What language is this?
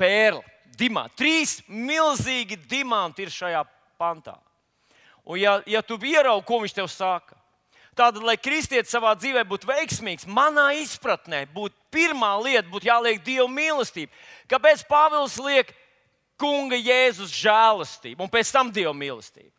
Latvian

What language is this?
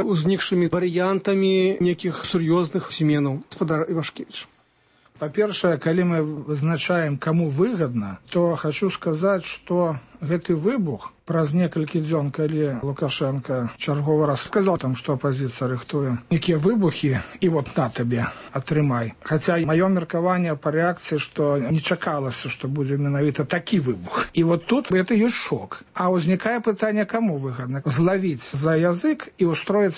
Belarusian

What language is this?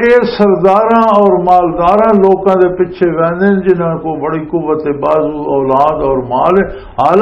Western Panjabi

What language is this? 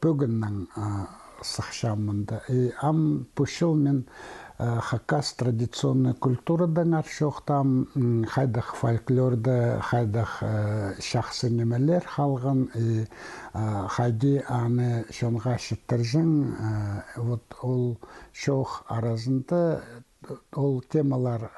Khakas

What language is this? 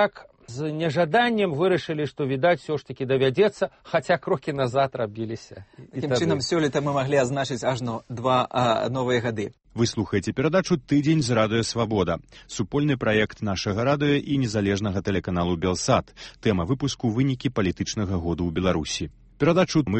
Belarusian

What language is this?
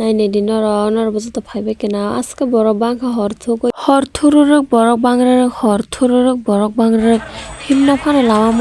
Kok Borok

